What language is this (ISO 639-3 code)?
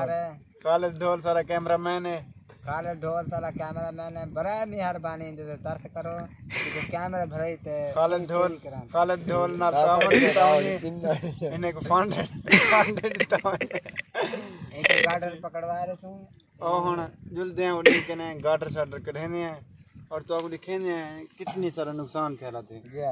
skr